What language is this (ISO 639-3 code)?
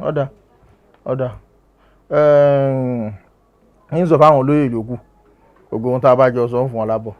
yor